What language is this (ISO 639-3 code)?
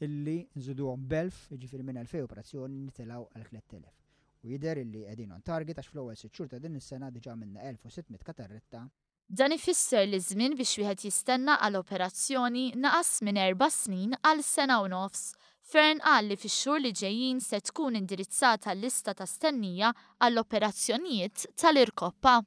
mlt